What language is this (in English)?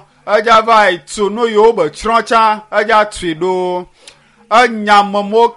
Ewe